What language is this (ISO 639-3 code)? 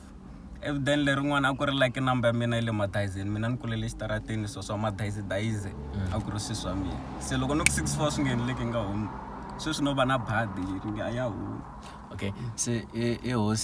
tso